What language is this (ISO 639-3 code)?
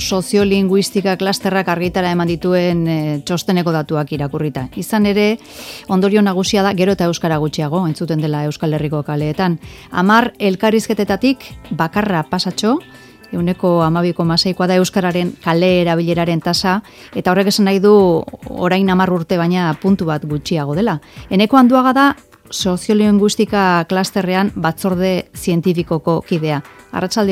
eus